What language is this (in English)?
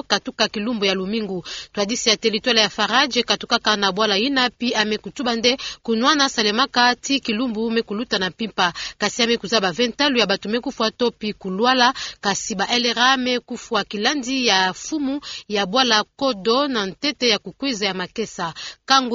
Kituba (Democratic Republic of Congo)